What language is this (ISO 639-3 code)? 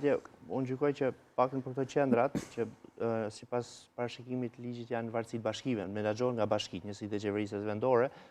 sqi